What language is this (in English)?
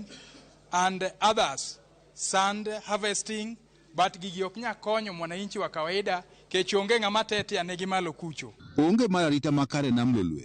Luo (Kenya and Tanzania)